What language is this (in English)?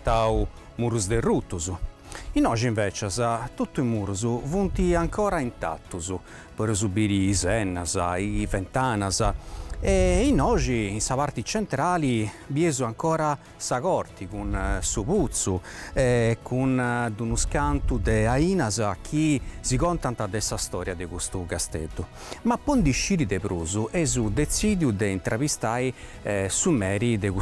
Sardinian